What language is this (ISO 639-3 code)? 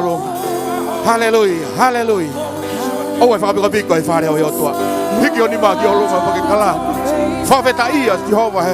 ton